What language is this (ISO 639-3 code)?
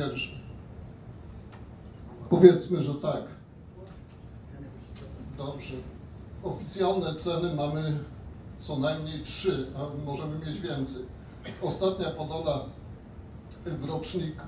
pol